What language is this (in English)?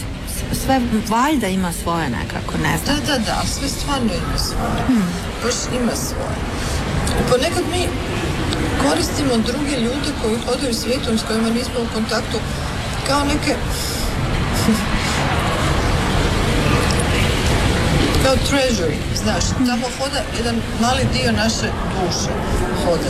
Croatian